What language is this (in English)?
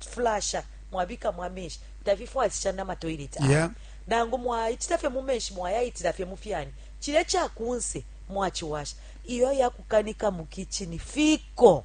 Bemba